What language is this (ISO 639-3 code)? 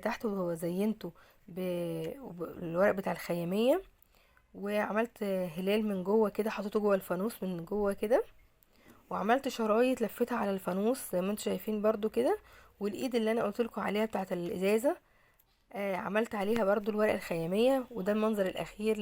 arz